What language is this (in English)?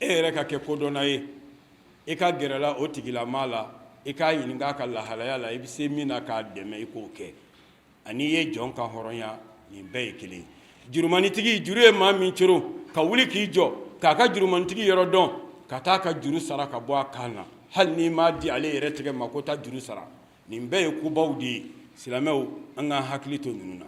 Bambara